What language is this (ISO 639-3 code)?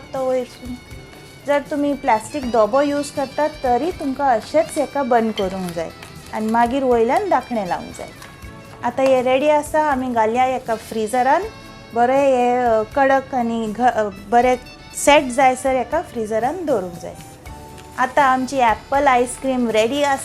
kok